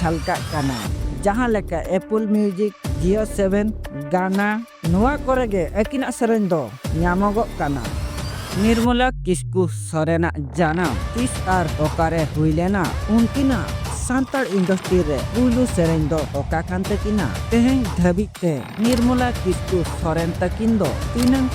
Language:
Santali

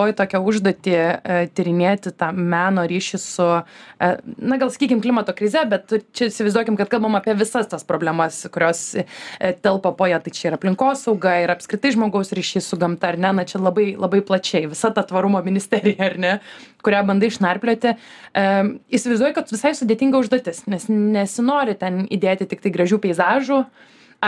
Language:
Lithuanian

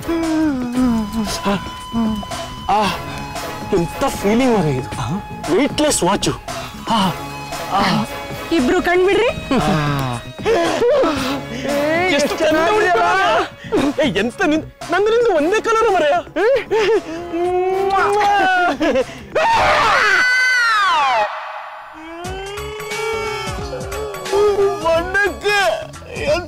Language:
Kannada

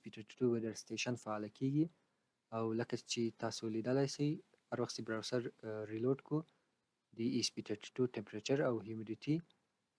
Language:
Pashto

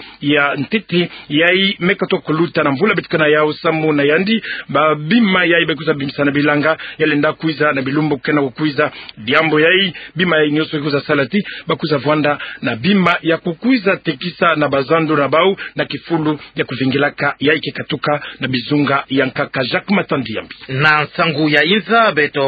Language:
Kituba (Democratic Republic of Congo)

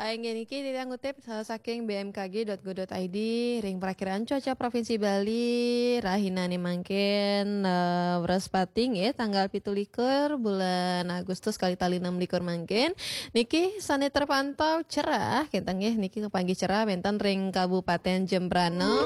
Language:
Balinese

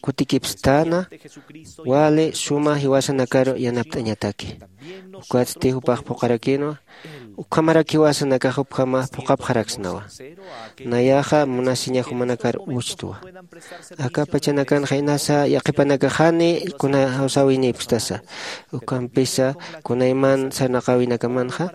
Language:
Aymara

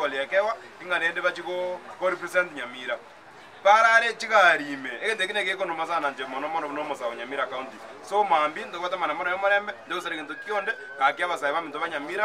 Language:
Gusii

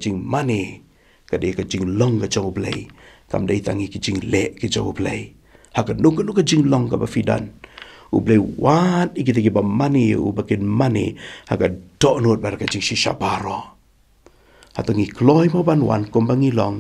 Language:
Khasi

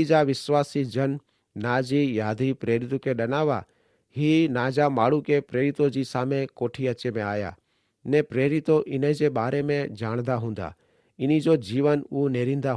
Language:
Kachhi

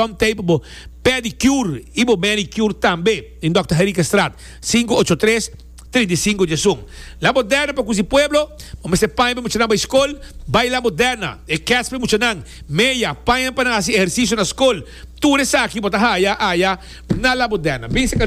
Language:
Papiamento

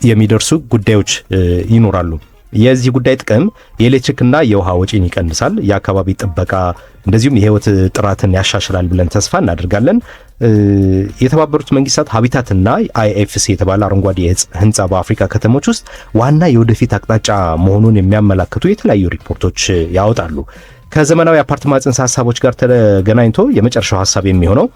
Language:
Amharic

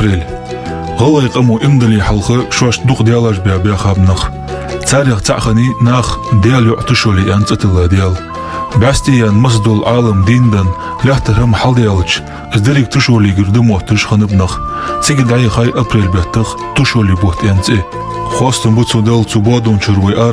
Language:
Ingush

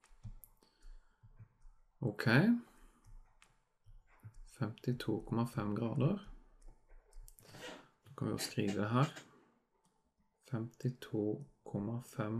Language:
Norwegian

